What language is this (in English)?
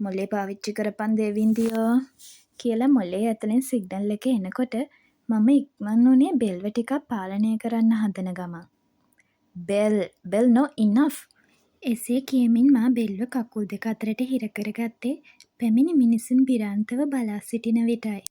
Sinhala